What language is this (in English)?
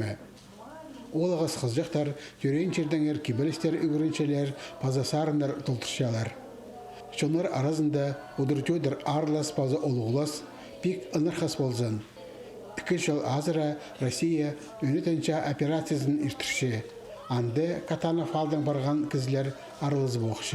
Khakas